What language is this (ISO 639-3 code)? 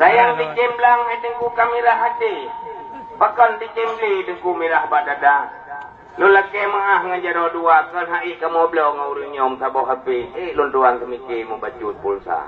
ace